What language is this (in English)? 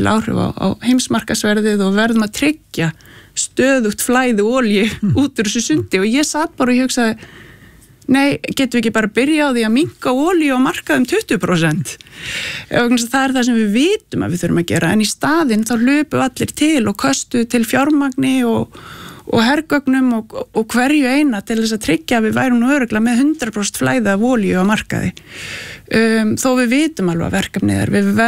Icelandic